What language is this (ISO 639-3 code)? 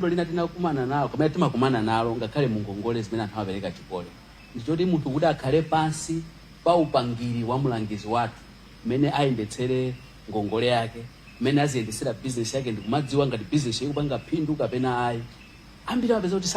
nya